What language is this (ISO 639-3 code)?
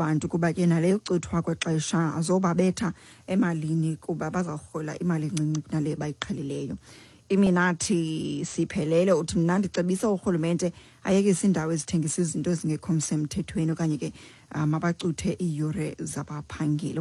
xho